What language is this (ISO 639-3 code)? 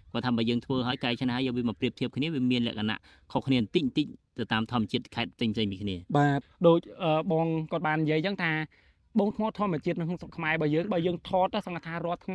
khm